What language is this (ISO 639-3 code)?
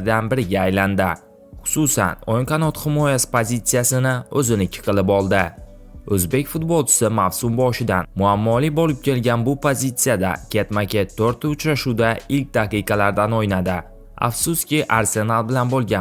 uzb